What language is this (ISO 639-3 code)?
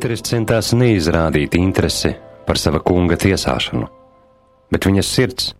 lav